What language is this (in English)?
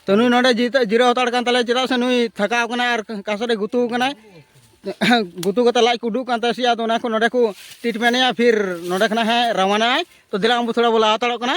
Santali